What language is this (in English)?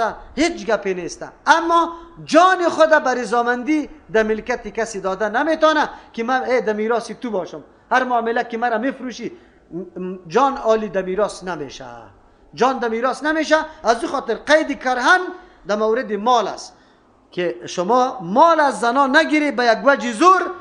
Persian